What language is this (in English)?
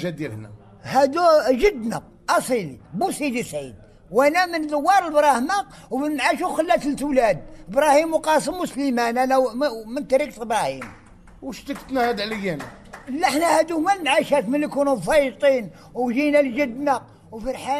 Moroccan Arabic